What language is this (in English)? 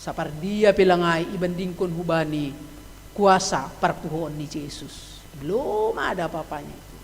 Batak Simalungun